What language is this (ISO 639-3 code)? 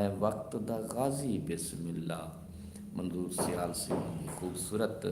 skr